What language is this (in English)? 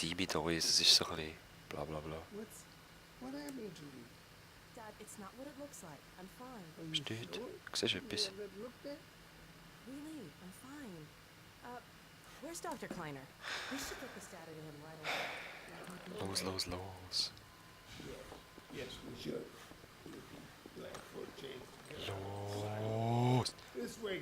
Swiss German